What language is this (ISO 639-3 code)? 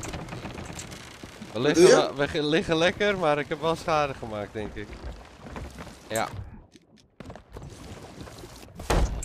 nld